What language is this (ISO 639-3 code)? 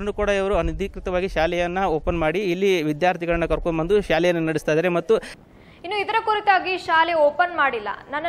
kan